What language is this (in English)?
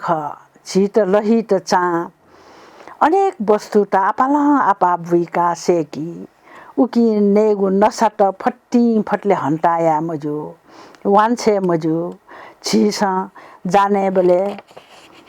Newari